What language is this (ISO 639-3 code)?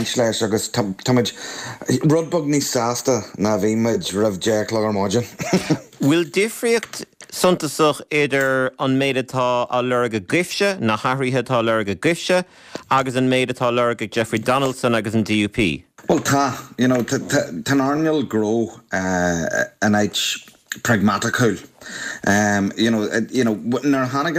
gle